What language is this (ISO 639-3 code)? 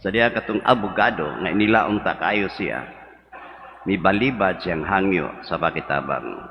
ceb